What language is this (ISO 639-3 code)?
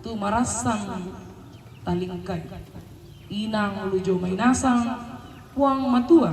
sda